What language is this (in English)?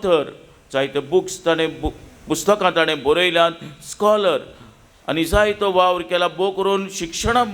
Konkani